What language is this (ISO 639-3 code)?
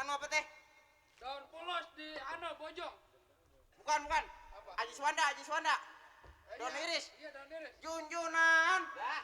bew